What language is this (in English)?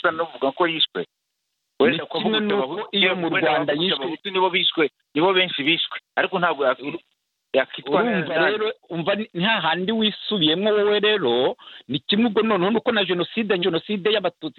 Kinyarwanda